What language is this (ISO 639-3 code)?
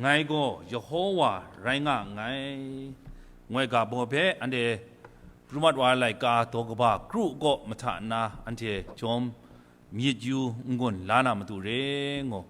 kac